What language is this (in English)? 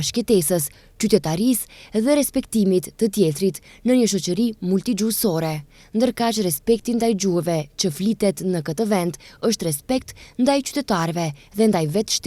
Albanian